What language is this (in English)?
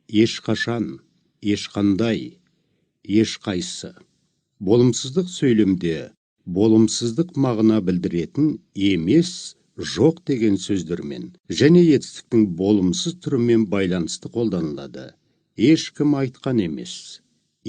Kazakh